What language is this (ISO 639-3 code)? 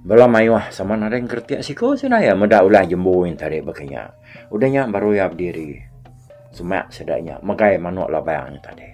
iba